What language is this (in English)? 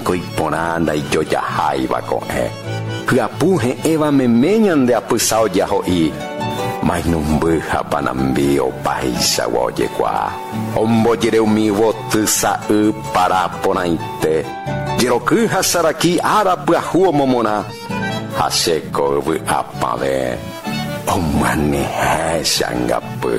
Guarani